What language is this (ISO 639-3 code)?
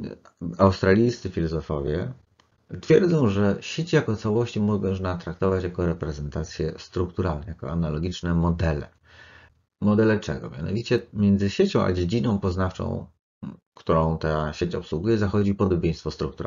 pol